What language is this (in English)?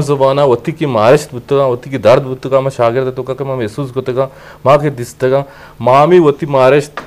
Eastern Balochi